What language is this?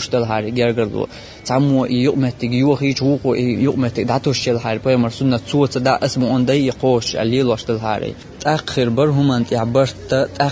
Chechen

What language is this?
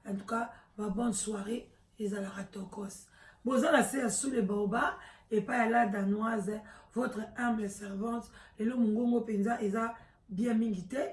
Lingala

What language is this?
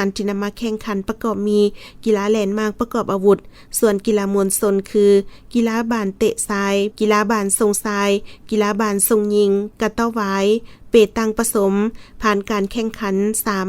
Lao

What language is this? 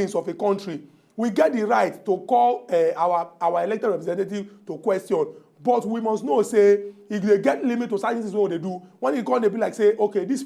Nigerian Pidgin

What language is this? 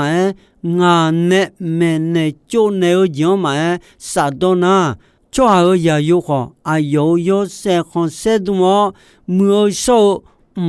Akha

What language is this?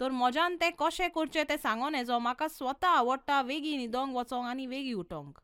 Konkani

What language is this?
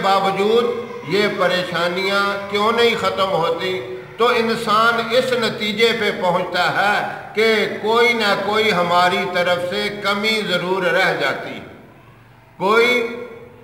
Urdu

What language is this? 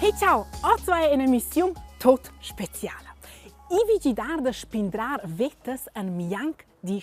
Romansh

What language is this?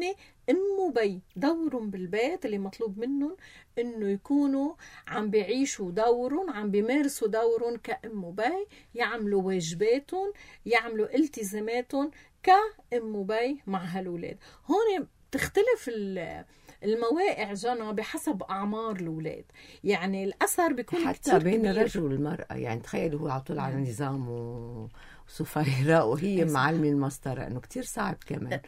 North Levantine Arabic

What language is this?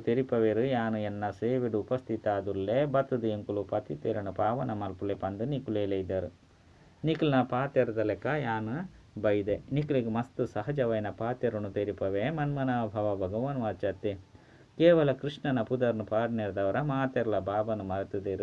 Tulu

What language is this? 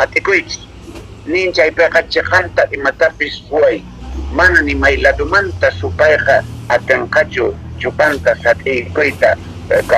South Bolivian Quechua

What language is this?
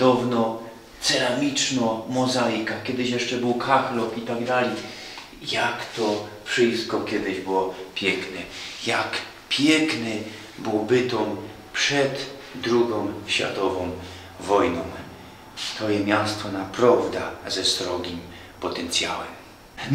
Silesian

